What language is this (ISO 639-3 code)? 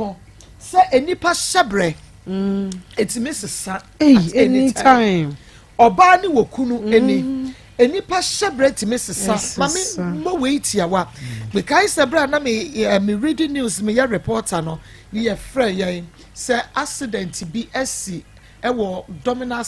aka